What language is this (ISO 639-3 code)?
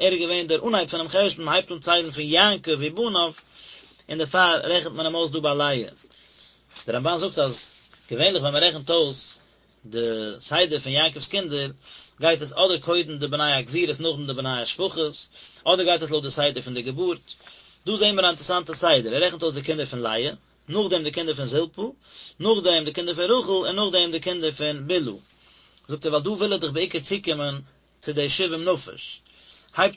yid